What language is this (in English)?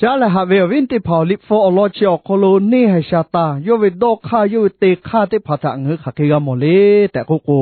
Lahu